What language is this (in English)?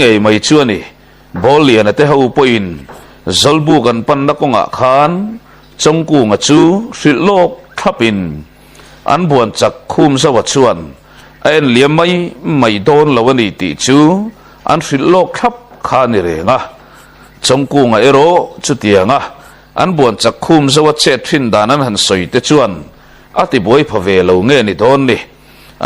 Mizo